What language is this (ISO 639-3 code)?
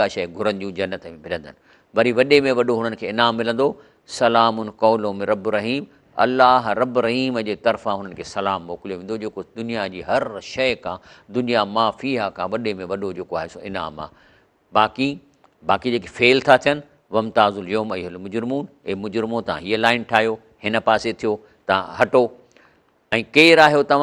snd